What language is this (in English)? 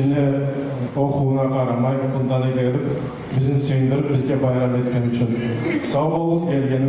Kumyk